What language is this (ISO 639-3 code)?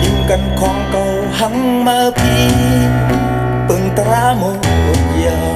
shn